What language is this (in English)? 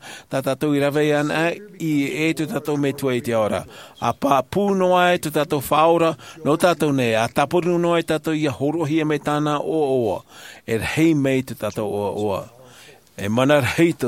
Tahitian